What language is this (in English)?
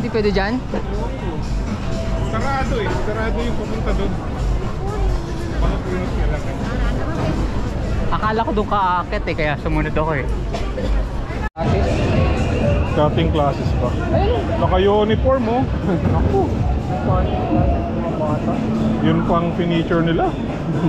Filipino